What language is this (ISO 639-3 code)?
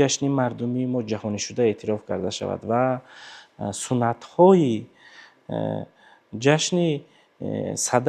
tgk